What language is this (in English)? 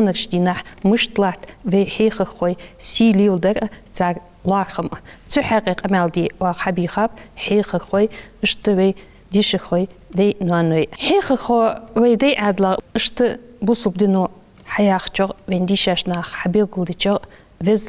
Ingush